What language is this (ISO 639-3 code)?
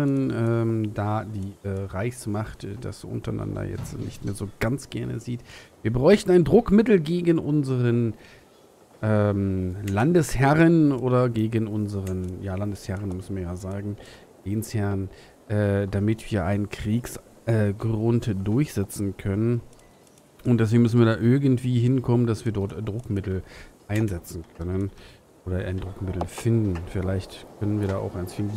deu